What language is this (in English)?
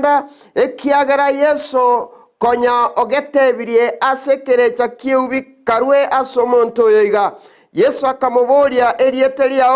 Gusii